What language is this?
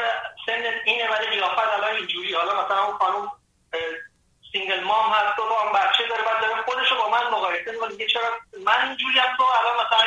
Persian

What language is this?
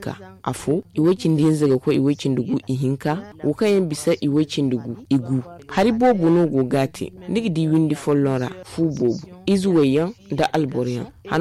Zarma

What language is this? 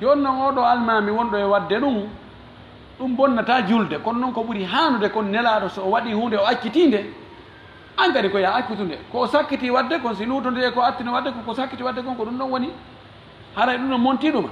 Fula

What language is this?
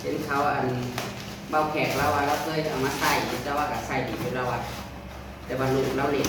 Northeastern Thai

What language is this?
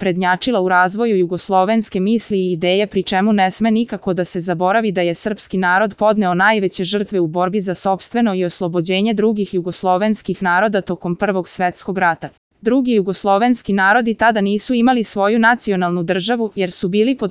Serbian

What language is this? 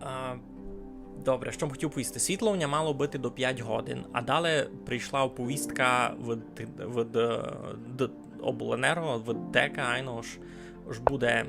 Rusyn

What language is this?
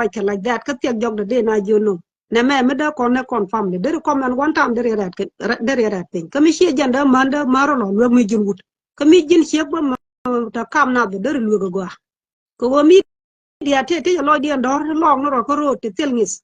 Nuer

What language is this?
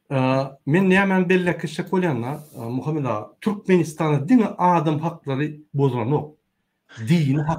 Turkmen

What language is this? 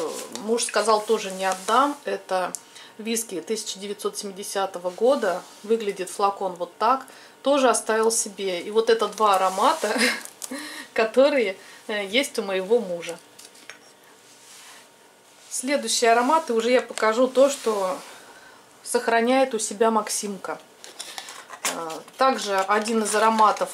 Russian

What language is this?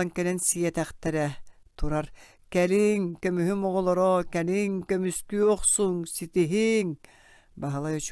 Yakut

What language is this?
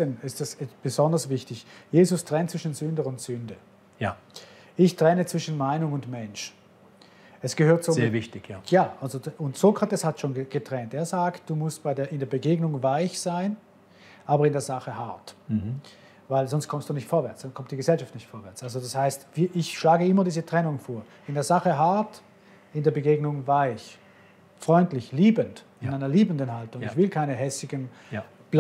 Swiss German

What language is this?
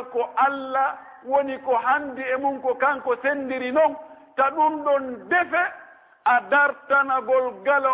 Pular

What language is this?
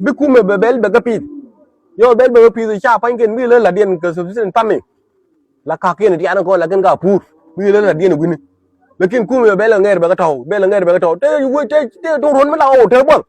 Nuer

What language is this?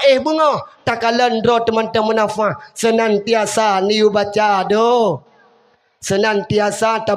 Achinese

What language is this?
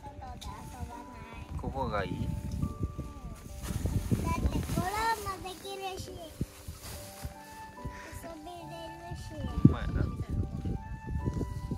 Japanese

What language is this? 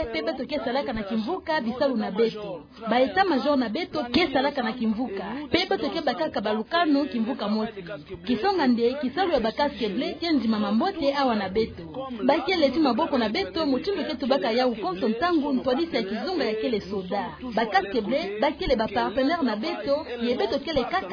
Kituba (Democratic Republic of Congo)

